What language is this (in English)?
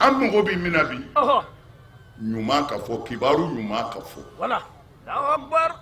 Bambara